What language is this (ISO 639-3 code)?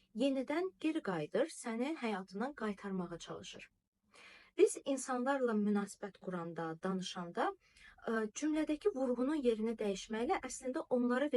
aze